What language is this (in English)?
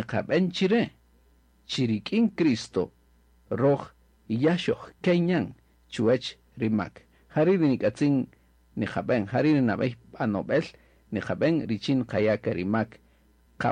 Kaqchikel